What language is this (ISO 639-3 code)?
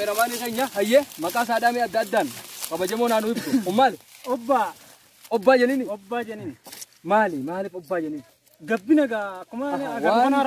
orm